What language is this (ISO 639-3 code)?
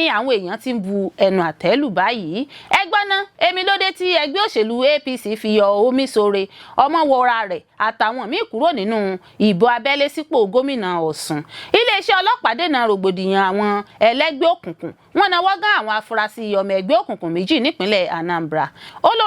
yor